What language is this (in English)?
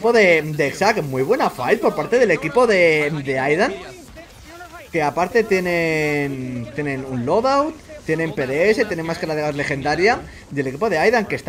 Spanish